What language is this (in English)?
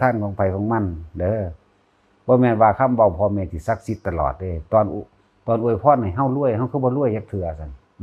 Lao